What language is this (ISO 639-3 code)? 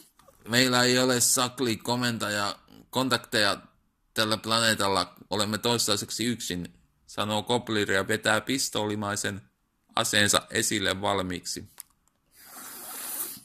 fin